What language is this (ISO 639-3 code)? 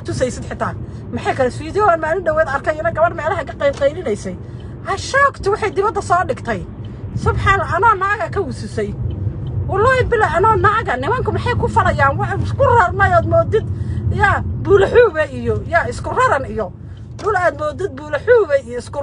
som